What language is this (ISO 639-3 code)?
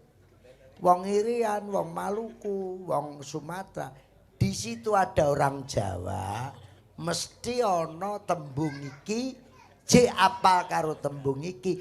jav